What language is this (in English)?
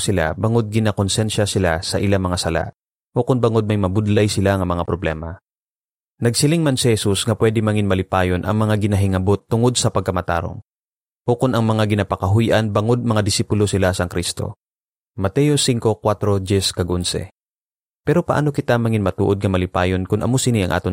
Hiligaynon